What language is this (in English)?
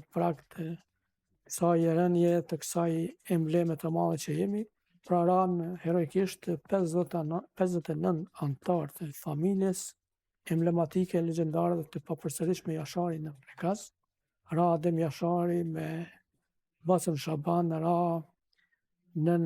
Albanian